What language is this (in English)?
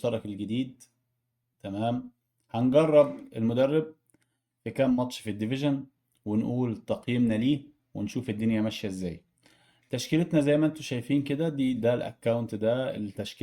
Egyptian Arabic